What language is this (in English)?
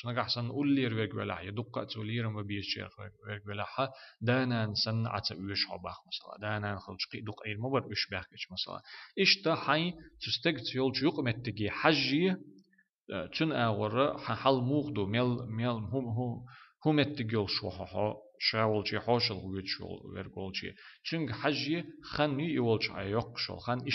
Chechen